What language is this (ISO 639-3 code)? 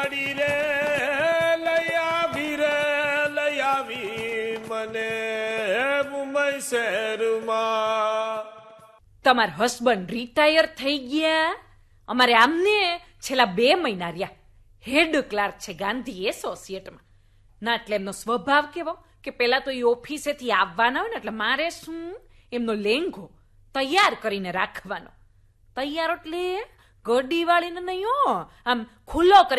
guj